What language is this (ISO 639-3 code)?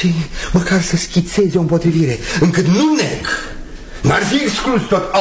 ron